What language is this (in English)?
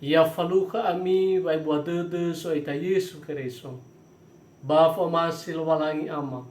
Nias